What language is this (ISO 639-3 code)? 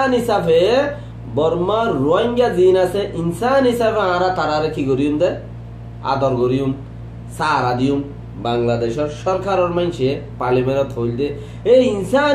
rhg